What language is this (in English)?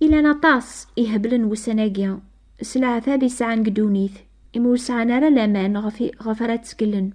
Kabyle